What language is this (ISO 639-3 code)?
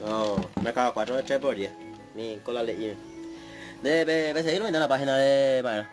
grn